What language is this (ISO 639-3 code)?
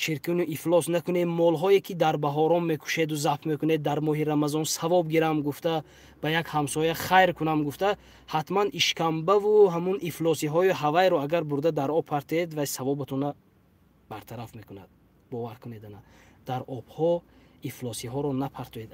tgk